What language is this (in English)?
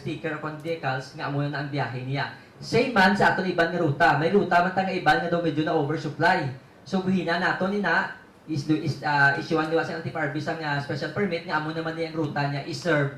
Hiligaynon